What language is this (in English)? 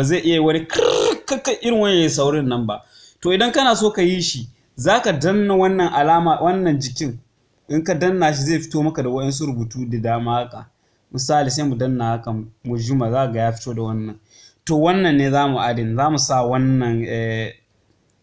Hausa